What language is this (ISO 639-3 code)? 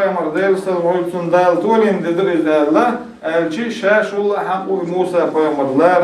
che